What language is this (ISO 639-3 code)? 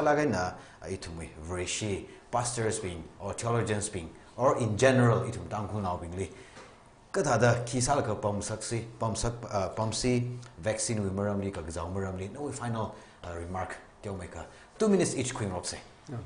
nmf